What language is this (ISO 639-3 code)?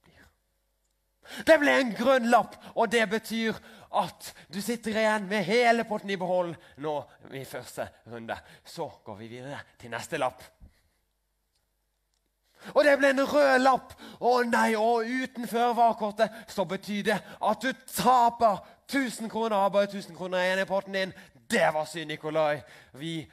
nor